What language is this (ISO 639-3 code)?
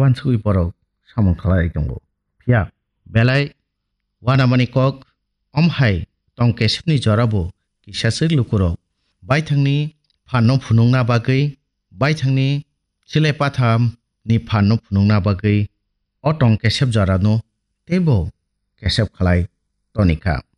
trp